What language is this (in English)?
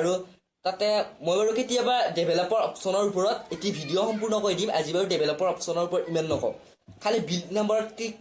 Assamese